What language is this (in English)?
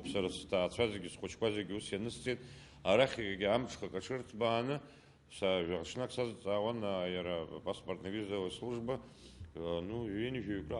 Abkhazian